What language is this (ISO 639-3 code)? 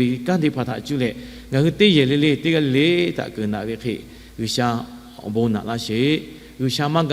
lhu